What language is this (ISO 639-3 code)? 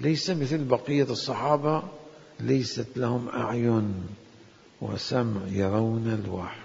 acm